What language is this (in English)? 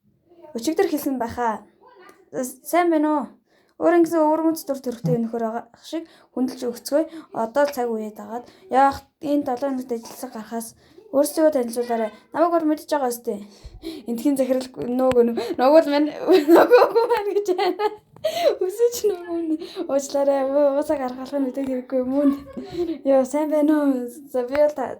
Mongolian